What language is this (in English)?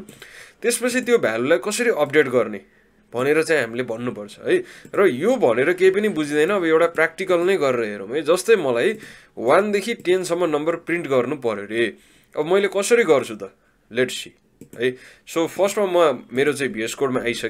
Nepali